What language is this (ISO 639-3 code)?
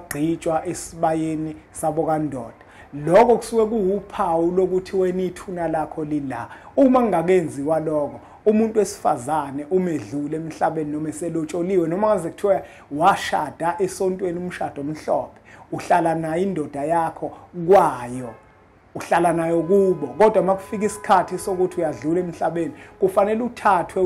zul